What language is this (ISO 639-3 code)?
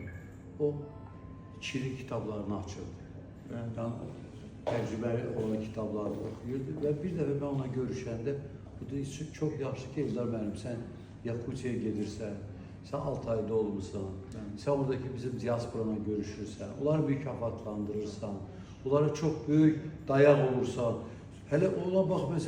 aze